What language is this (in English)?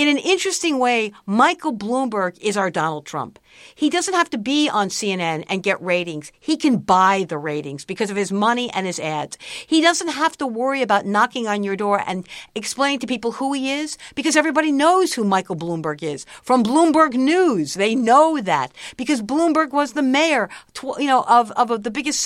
English